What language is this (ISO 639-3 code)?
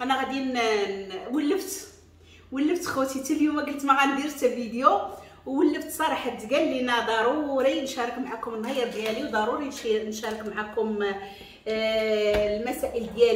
ary